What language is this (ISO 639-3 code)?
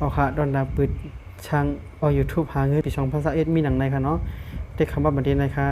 shn